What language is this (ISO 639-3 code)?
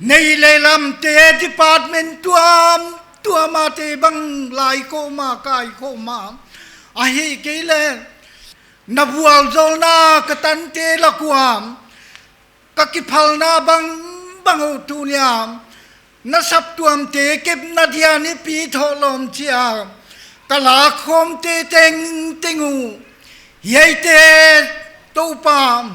pck